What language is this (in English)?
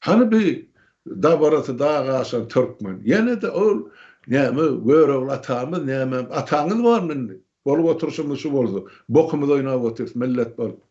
Turkmen